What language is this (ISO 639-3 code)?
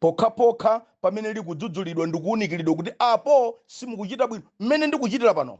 nya